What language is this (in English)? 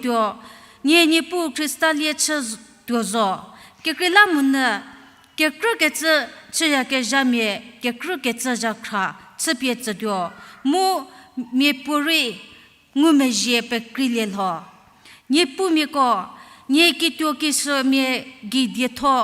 Angami Naga